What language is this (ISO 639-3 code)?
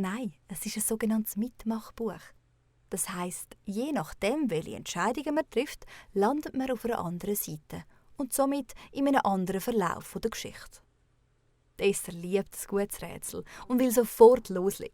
gsw